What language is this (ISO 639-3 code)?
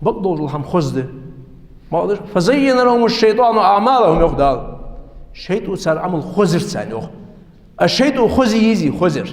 inh